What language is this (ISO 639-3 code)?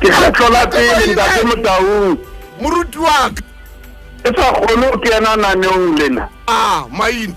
sot